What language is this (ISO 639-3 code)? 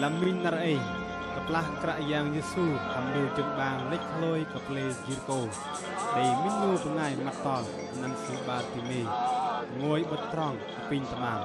bdq